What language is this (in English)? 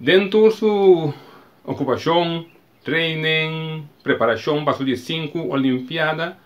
Papiamento